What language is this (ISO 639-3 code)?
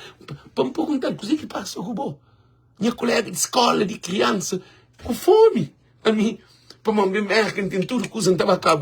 kea